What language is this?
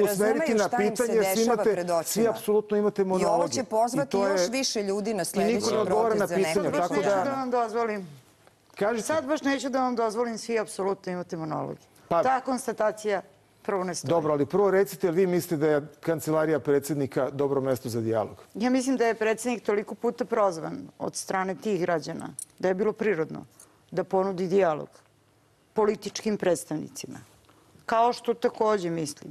Serbian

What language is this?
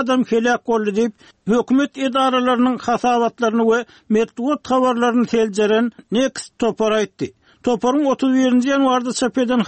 Turkmen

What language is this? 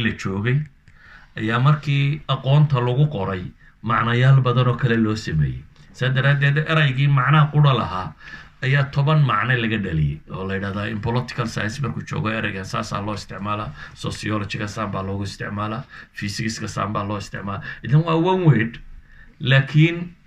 Somali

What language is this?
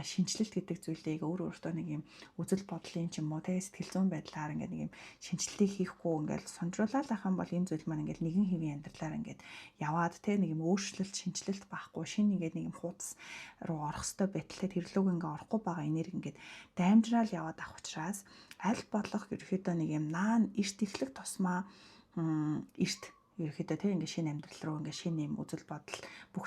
Mongolian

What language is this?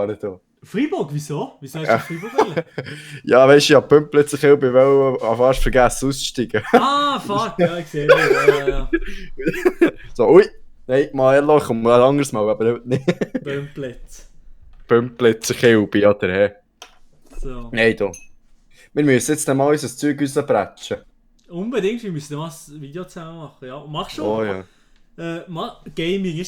Swiss German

